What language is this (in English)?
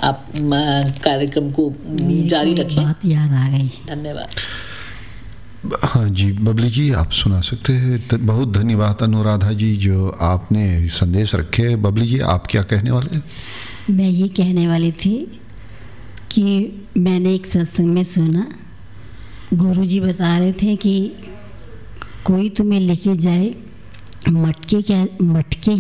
Hindi